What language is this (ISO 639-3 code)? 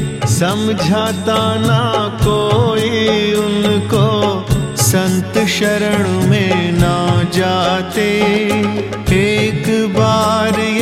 hin